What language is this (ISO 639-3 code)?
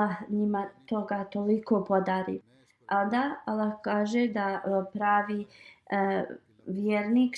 bos